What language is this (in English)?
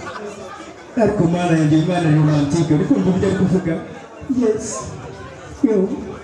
Kinyarwanda